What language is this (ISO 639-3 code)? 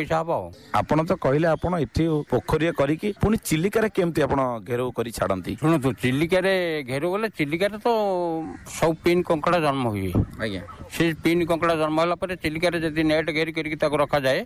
ori